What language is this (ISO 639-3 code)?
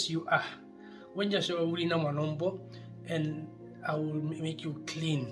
her